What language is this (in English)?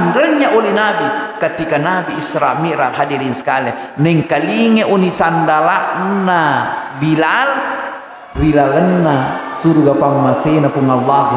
Buginese